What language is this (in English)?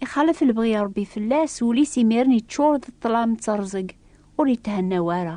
Kabyle